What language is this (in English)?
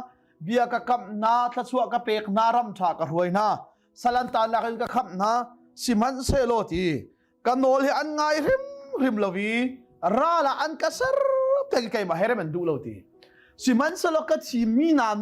Hakha Chin